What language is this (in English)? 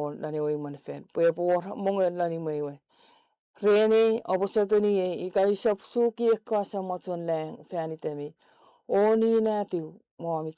Chuukese